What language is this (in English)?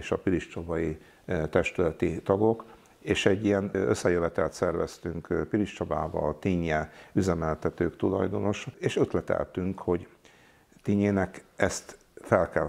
Hungarian